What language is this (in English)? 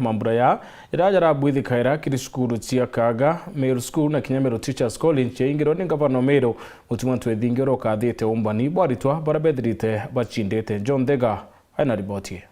Meru